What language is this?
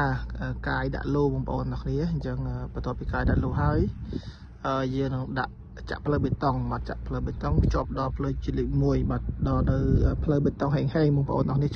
Khmer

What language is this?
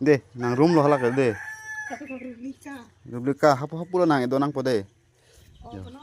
Karbi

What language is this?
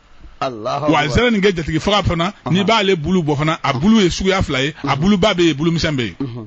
Bambara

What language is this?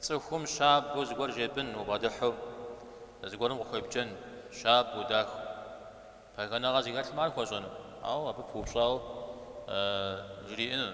Kabardian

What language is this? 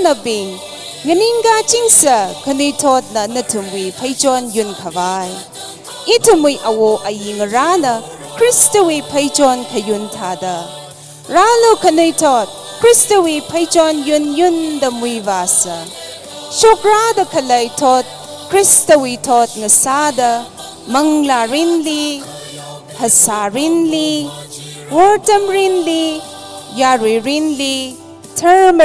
Tangkhul Naga (India)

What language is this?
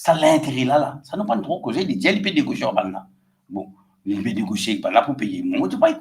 Morisyen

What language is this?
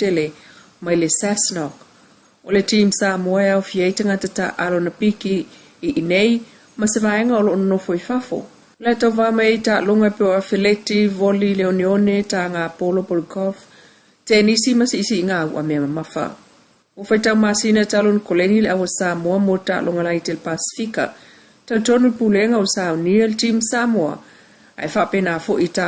Samoan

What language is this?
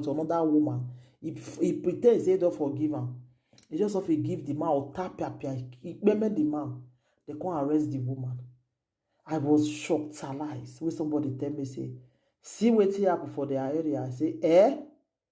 Nigerian Pidgin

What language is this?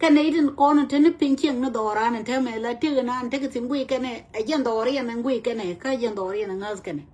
Nuer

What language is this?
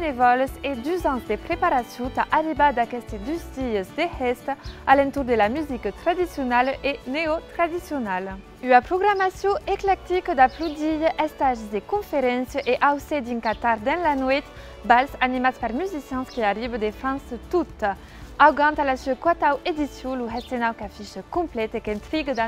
Occitan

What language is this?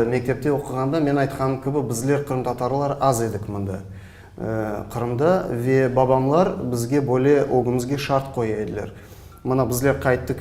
Crimean Tatar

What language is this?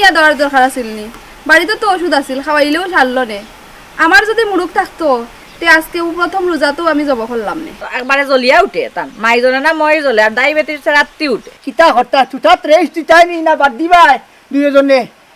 Sylheti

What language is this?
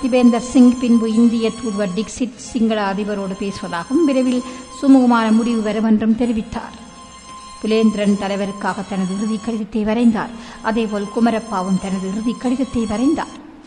Tamil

